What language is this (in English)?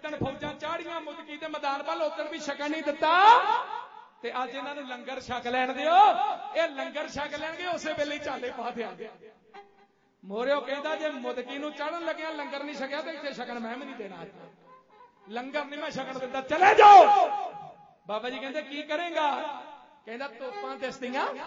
Punjabi